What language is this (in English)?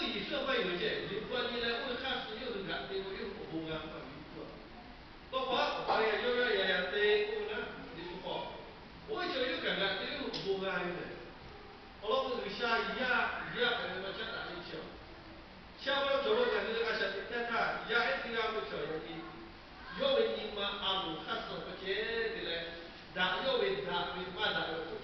Lahu